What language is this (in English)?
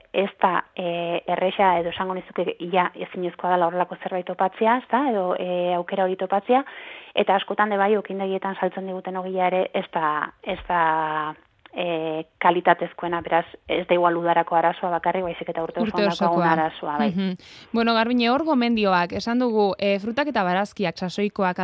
Basque